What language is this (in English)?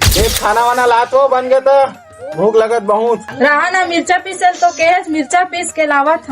Chhattisgarhi